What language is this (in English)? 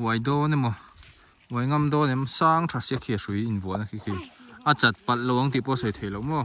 Mizo